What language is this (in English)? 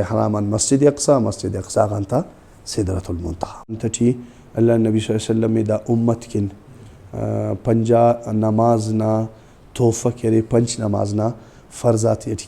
Brahui